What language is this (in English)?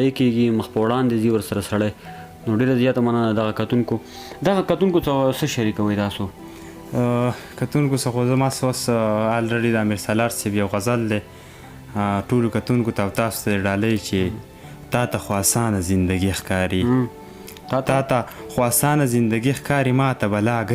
Pashto